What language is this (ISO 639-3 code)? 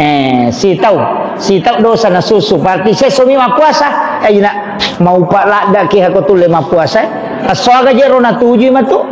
bug